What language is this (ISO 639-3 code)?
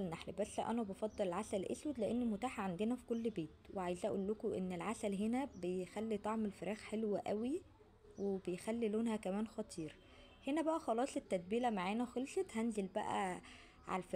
arz